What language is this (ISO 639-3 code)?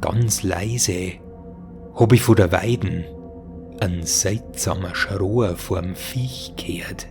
bar